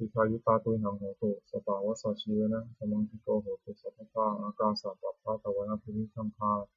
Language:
Pali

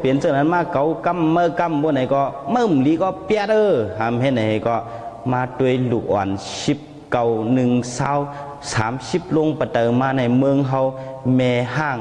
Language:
Shan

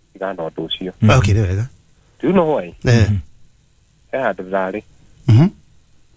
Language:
Kikuyu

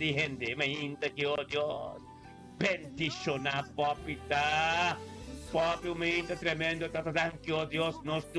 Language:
Papiamento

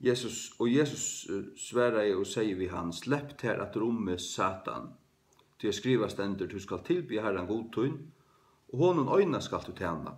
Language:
Faroese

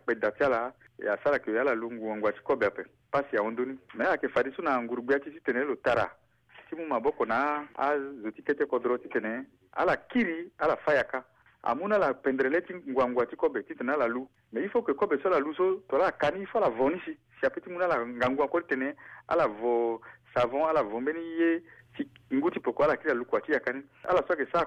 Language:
Sango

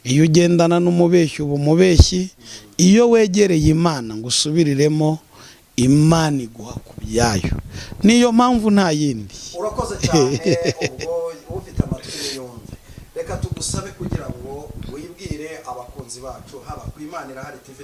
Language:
Kinyarwanda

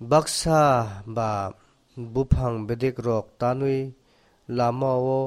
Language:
Kok Borok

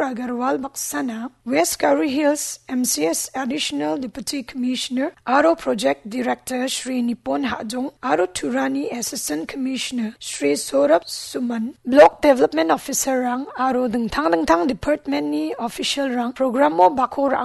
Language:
Garo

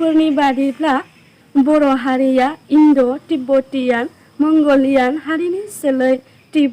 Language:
Bodo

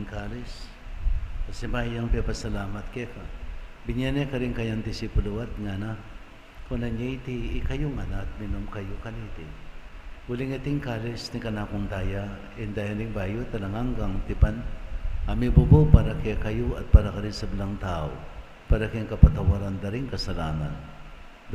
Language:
Pampanga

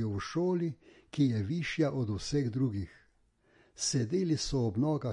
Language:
Slovenian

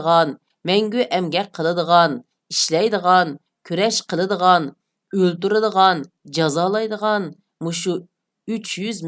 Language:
Uyghur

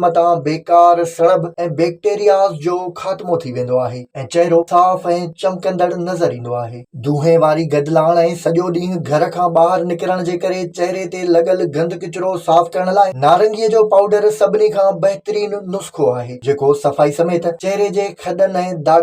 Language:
Sindhi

